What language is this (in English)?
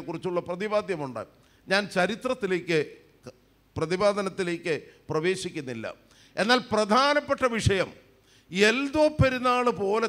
Malayalam